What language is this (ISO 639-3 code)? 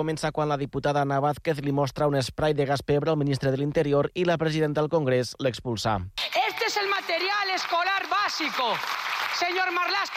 cat